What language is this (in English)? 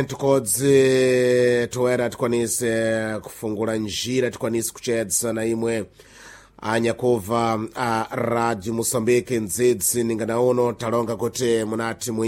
Sena